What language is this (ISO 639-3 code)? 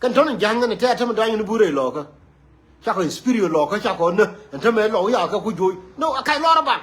nus